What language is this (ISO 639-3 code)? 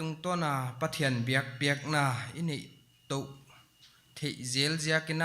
pck